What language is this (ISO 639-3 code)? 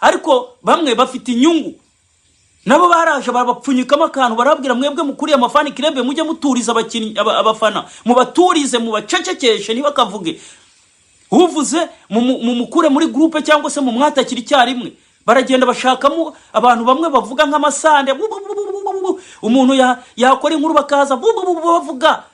kin